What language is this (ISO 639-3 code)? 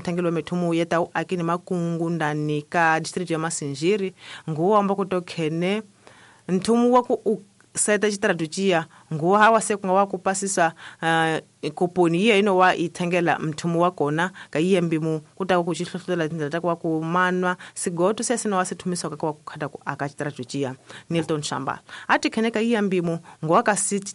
tso